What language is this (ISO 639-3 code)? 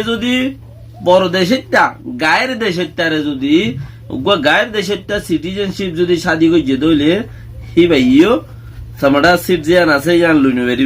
rhg